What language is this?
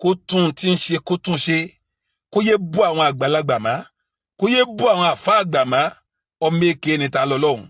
Yoruba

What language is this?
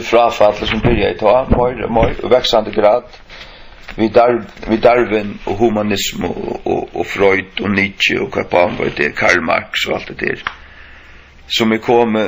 Faroese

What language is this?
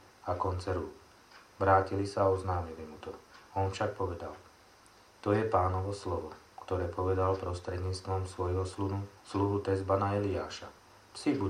Slovak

